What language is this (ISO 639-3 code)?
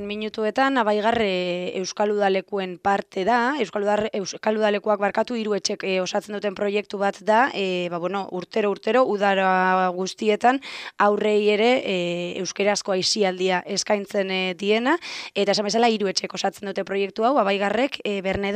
eus